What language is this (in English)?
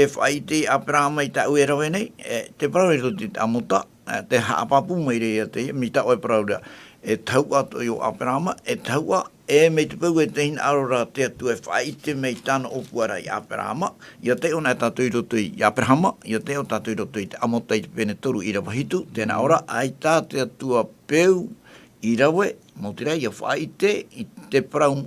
Tahitian